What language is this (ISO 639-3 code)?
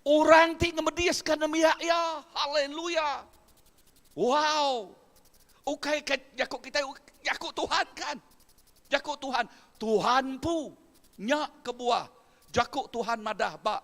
iba